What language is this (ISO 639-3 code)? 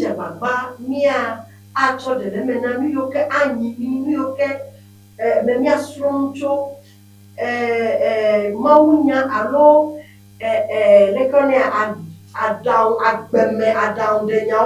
ewe